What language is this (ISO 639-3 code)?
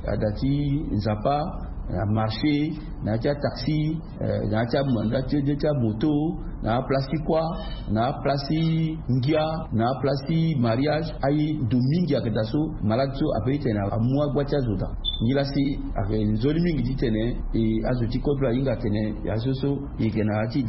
sag